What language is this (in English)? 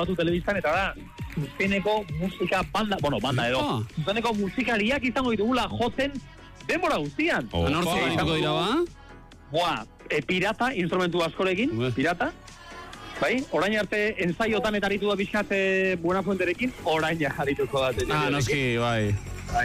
Basque